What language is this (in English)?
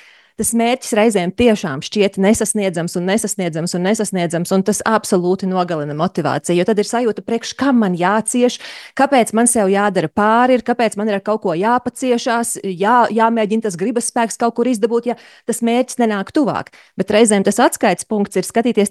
Latvian